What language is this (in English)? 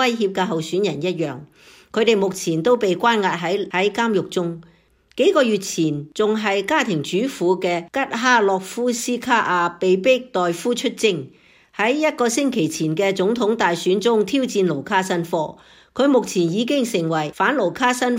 Cantonese